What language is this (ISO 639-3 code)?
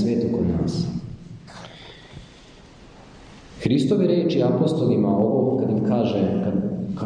srp